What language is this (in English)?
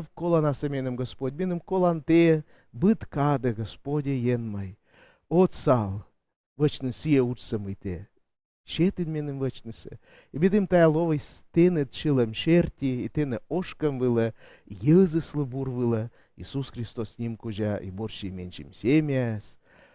Komi